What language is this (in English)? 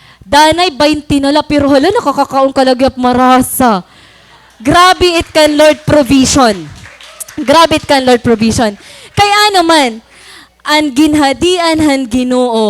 Waray